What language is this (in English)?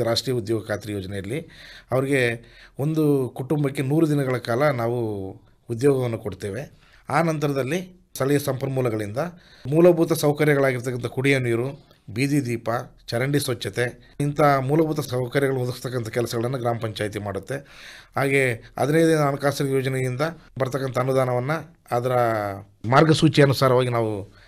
Kannada